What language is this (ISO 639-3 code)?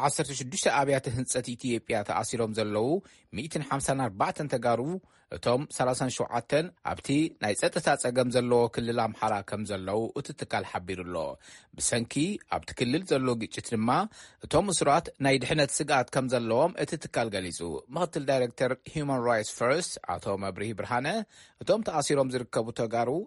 tir